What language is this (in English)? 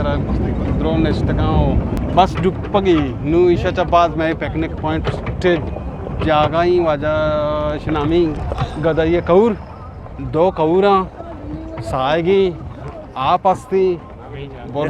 Eastern Balochi